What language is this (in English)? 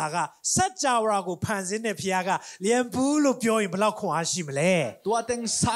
Tedim Chin